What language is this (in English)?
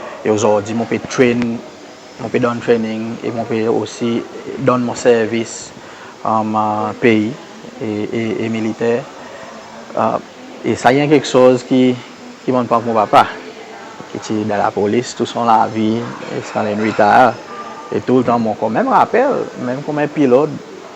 Seselwa Creole French